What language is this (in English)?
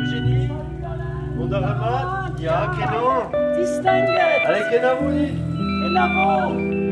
Breton